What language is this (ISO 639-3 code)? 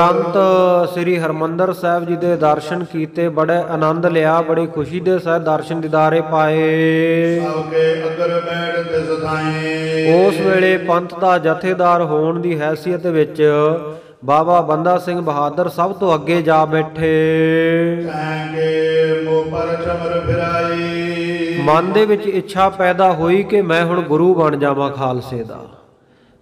pan